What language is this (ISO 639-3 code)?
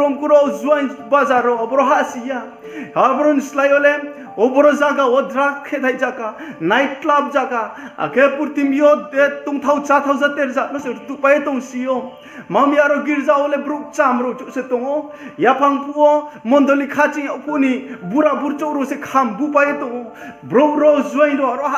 ria